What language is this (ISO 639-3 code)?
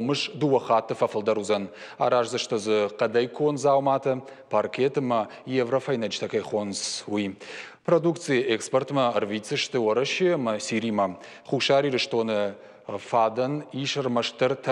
oss